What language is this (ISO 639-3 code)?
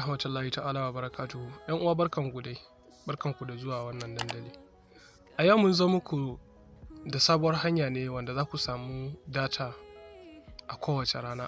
hau